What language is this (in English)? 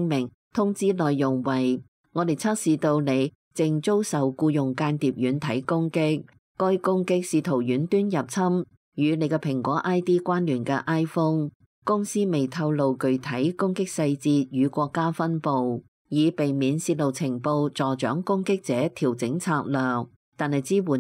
Cantonese